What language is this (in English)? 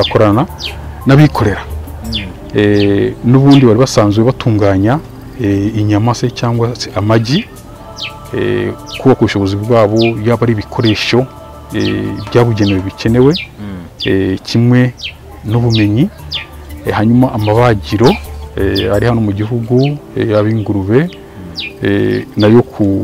Kinyarwanda